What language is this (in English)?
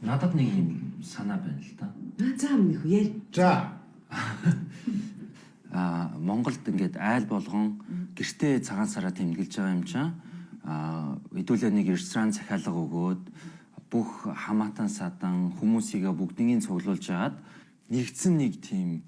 Mongolian